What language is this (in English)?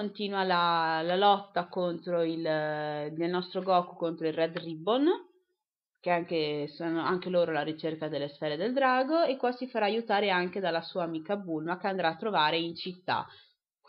Italian